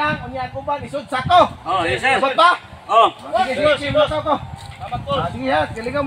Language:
Cebuano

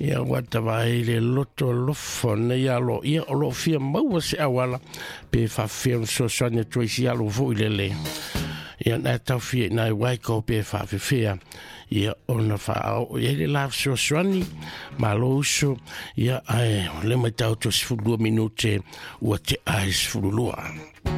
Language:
Samoan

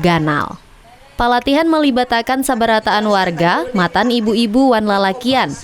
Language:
Banjar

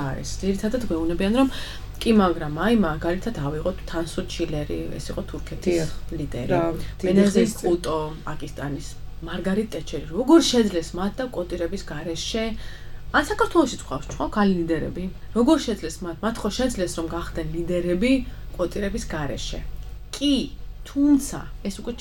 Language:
Georgian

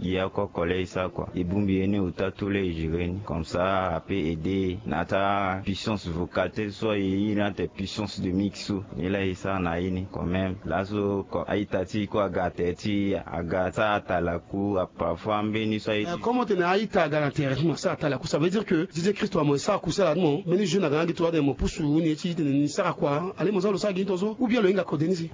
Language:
Sango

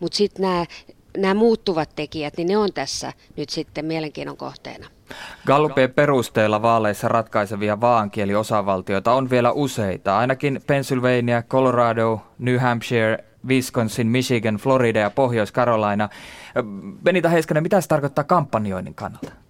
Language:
Finnish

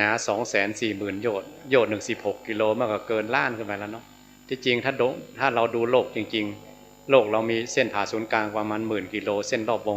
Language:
Pali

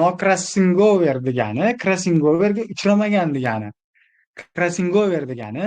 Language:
Uzbek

